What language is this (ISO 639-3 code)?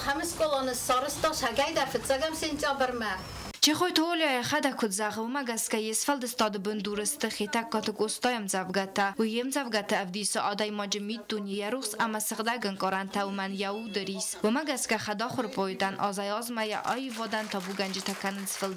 oss